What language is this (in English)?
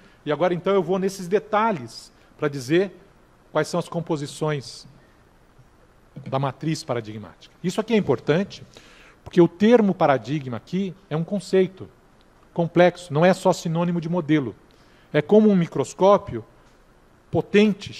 Portuguese